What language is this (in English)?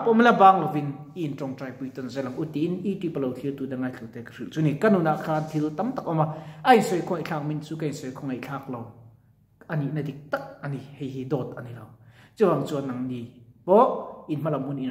Mizo